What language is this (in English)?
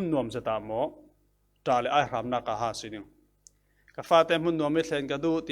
Falam Chin